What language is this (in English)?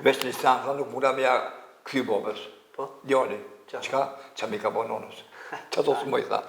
Albanian